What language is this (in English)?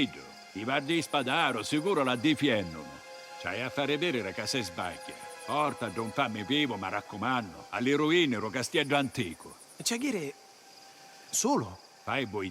Sicilian